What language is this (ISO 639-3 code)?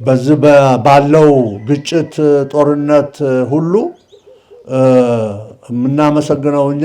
amh